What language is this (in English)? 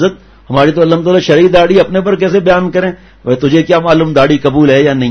Urdu